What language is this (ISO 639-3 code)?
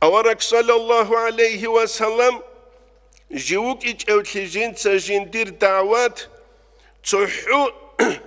ava